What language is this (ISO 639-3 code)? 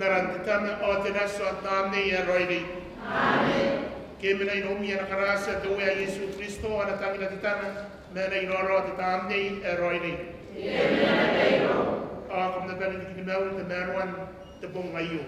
gil